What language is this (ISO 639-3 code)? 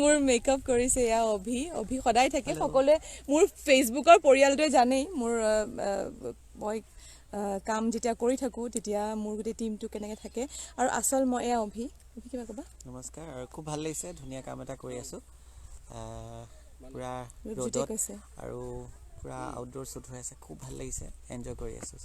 asm